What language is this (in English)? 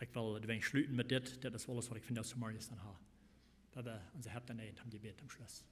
Plautdietsch